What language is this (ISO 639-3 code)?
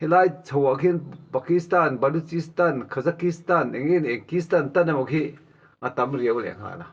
lus